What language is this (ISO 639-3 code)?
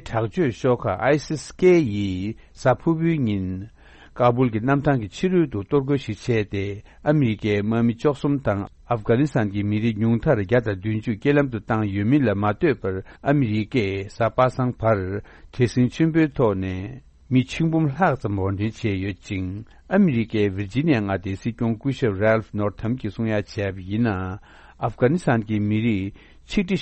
bod